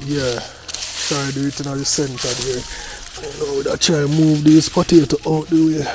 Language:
Jamaican Creole English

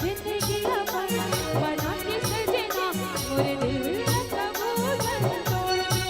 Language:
Chhattisgarhi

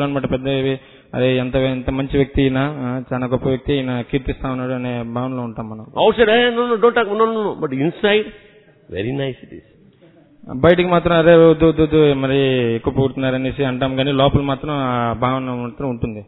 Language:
Telugu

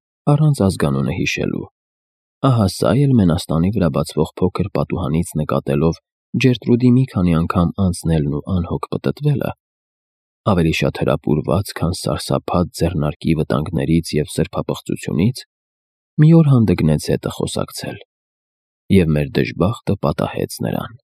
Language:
Armenian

